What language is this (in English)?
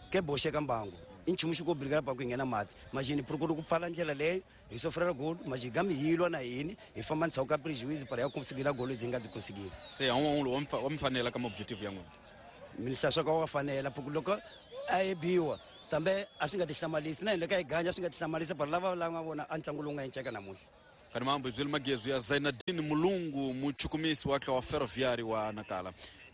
Tsonga